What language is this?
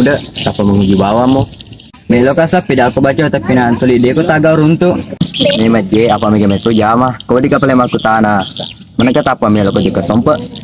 Buginese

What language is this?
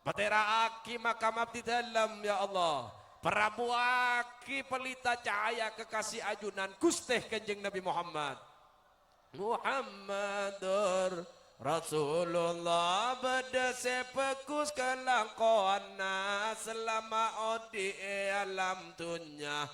Madurese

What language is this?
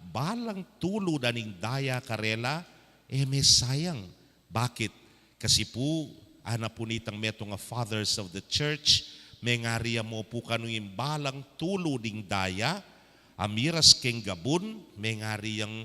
Pampanga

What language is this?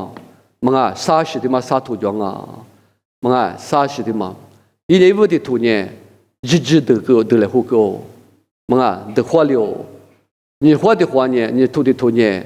Lisu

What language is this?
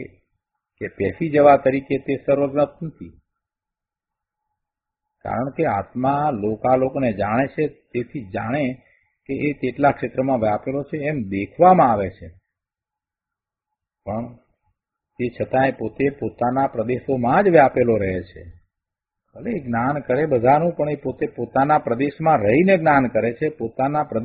Gujarati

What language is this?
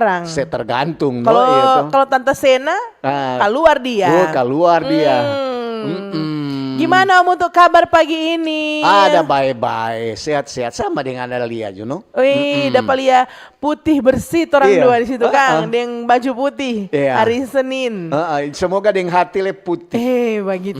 Manado Malay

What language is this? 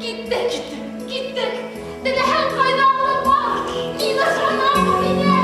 Bashkir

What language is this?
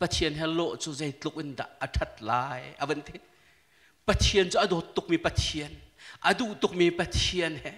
Hakha Chin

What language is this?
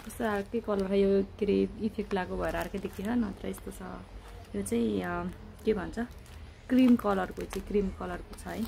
Nepali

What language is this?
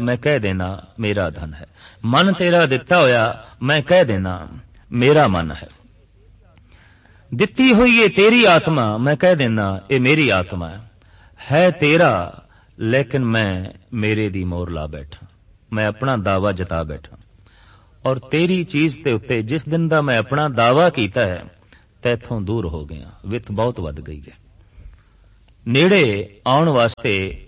Punjabi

